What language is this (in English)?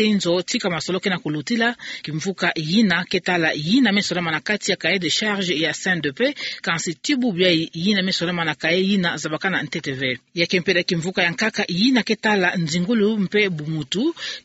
Kituba (Democratic Republic of Congo)